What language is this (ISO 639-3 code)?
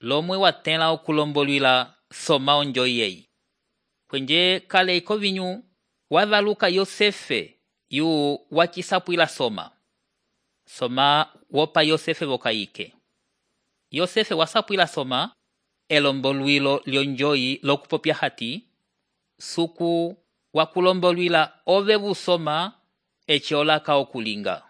umb